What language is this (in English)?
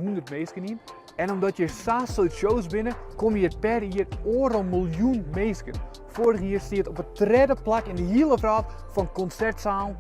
Western Frisian